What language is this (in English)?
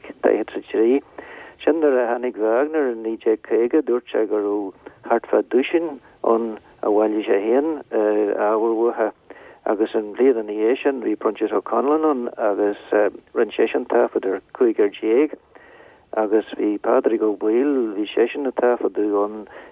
Irish